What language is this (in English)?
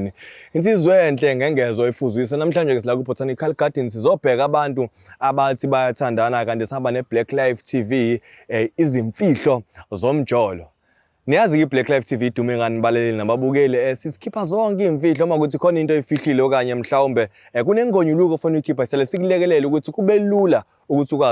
Zulu